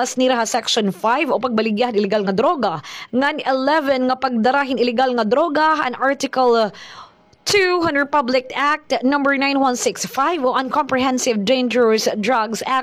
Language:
Waray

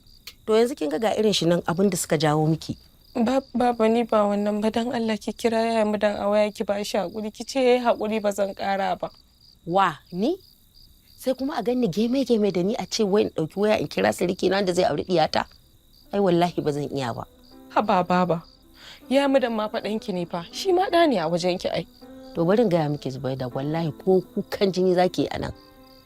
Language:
Hausa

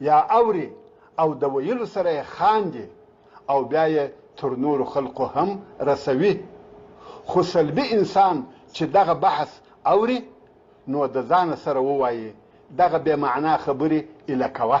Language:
Pashto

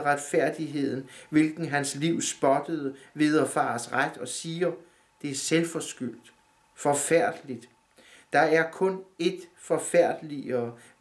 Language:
Danish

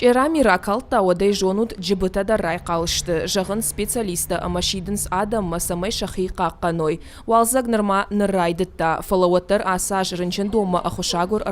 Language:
Ossetic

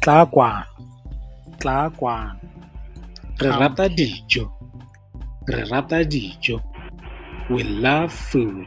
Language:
Tswana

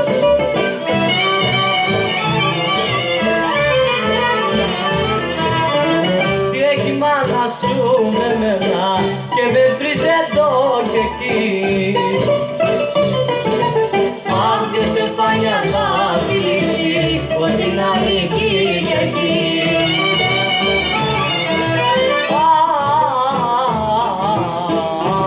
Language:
Greek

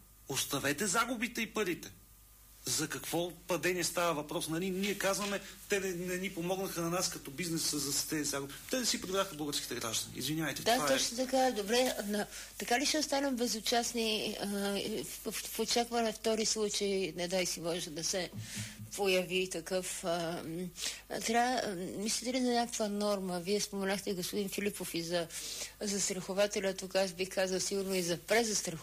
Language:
Bulgarian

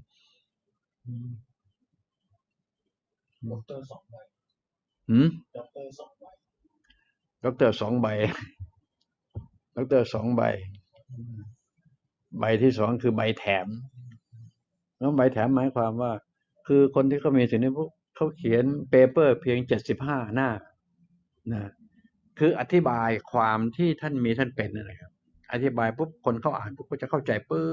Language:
Thai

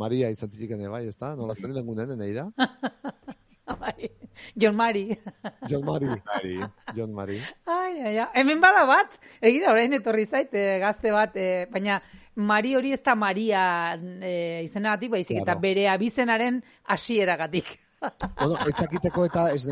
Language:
Basque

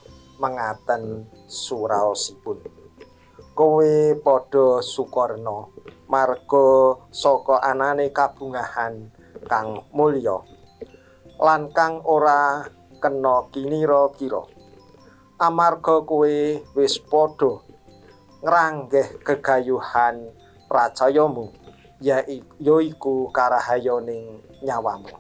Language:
Javanese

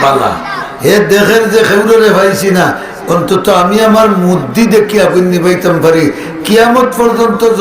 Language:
Sylheti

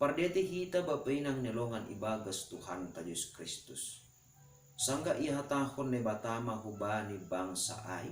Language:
Batak Simalungun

